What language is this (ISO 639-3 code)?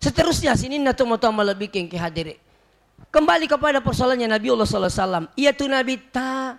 bug